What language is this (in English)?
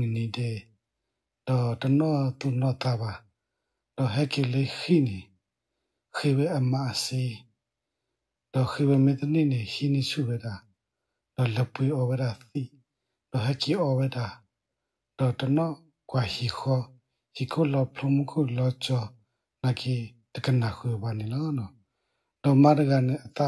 S'gaw Karen